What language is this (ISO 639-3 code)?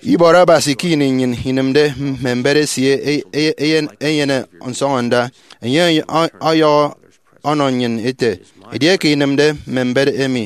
efi